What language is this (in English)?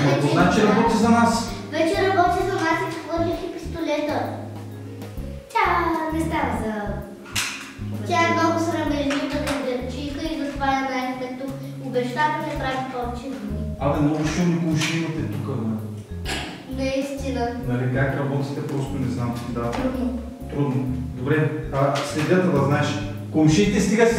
Bulgarian